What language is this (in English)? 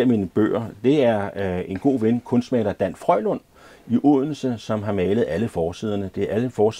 Danish